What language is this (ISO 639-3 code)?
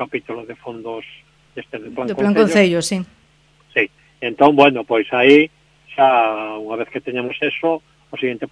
glg